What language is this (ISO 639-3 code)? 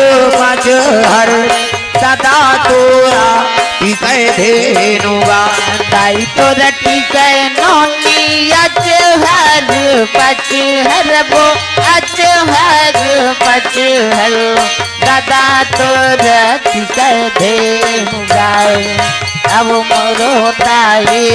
hne